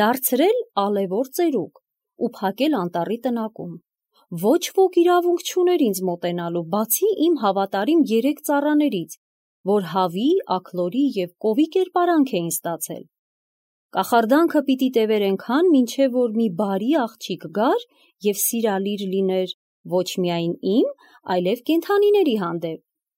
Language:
Armenian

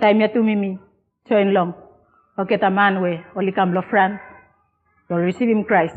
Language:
Bislama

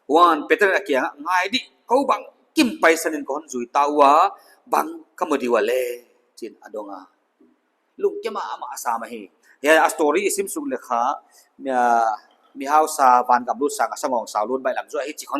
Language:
Paite Chin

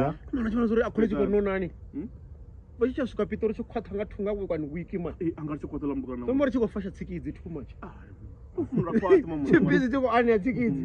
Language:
Venda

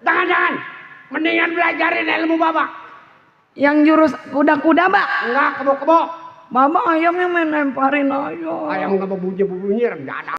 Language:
Betawi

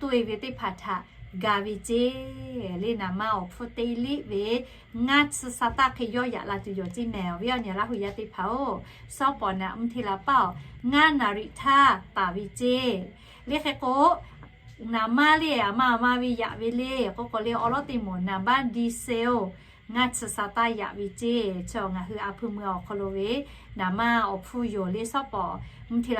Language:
Lahu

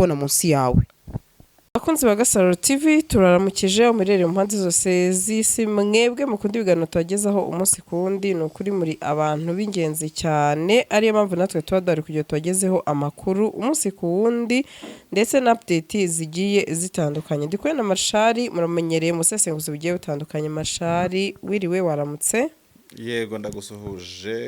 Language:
Kinyarwanda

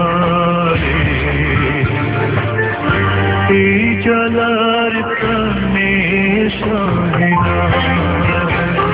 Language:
Bangla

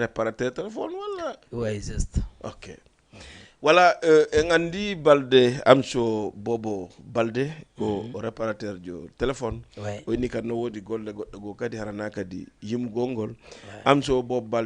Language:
Fula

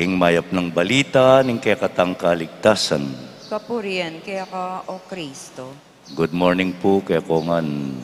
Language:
Pampanga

